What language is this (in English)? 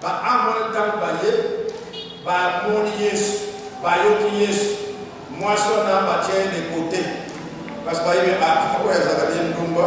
Lingala